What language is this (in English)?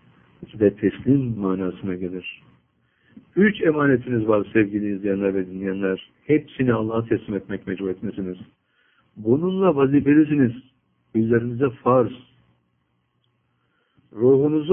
Turkish